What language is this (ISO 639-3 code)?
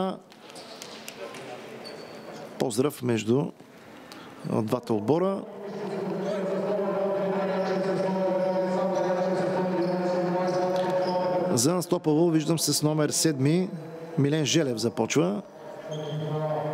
bul